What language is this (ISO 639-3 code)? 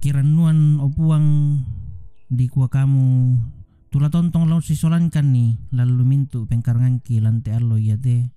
sda